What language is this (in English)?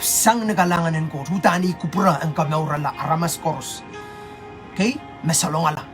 Pohnpeian